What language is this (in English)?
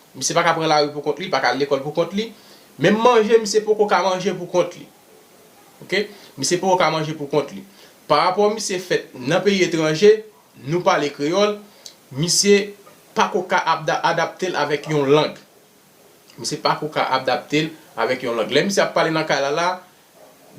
Haitian Creole